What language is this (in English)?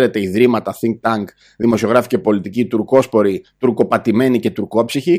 Greek